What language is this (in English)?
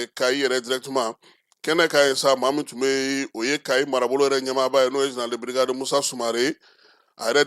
Bambara